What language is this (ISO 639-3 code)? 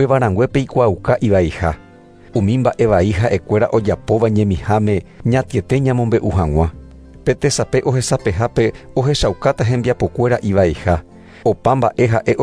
grn